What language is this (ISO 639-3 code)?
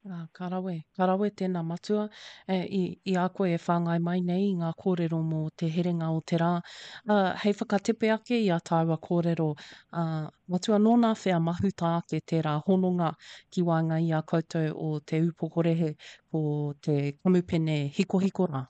mri